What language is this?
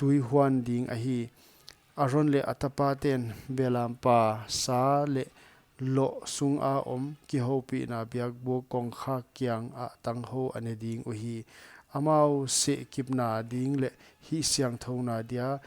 Paite Chin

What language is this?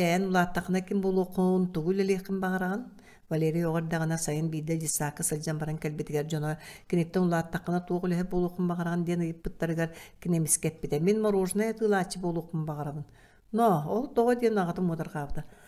Yakut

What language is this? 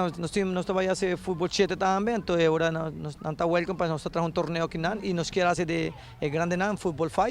Papiamento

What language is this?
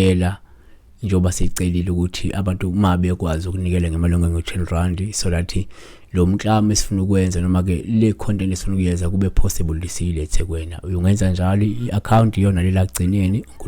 Zulu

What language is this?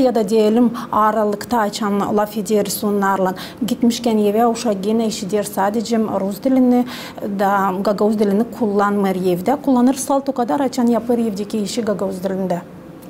Gagauz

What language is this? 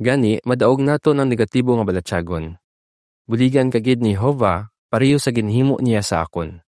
Hiligaynon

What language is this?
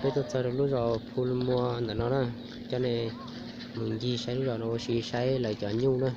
Hmong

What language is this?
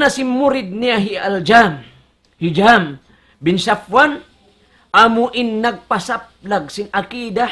Tausug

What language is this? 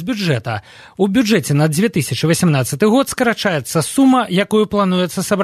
Belarusian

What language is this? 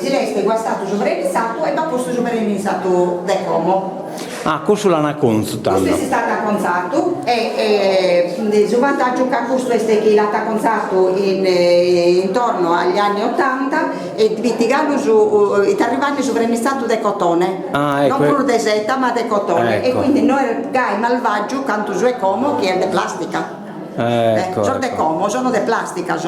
Sardinian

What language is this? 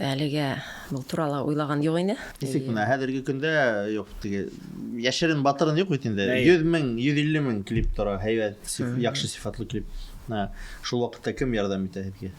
Bashkir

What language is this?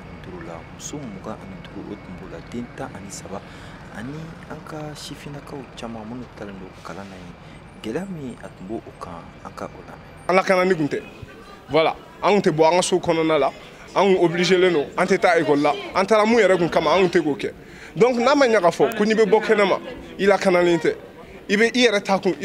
Bambara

